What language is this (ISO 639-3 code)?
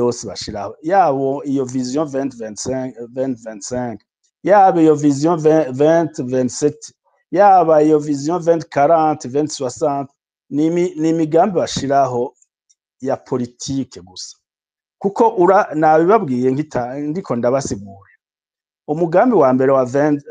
run